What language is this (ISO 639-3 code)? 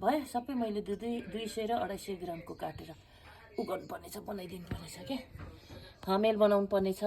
nep